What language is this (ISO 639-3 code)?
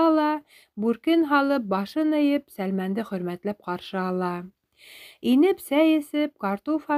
bak